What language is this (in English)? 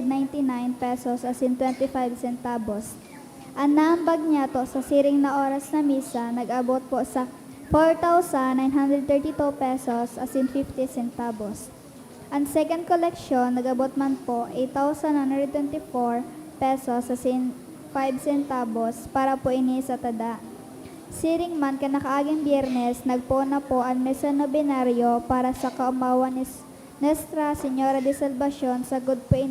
Bikol